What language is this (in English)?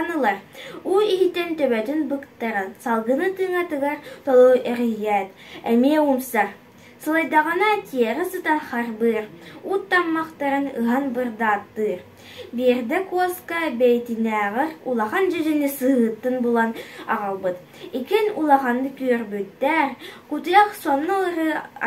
Yakut